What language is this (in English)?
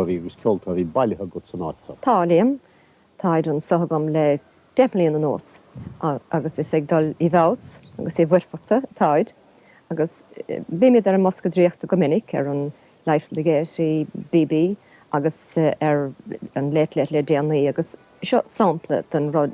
Irish